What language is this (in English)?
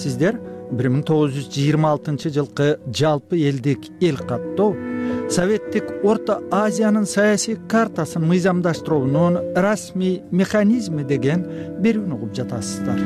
Kyrgyz